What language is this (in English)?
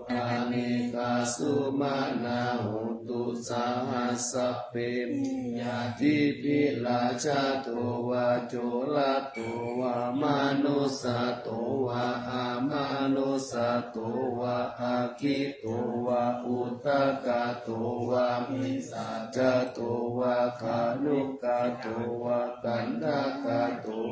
Pali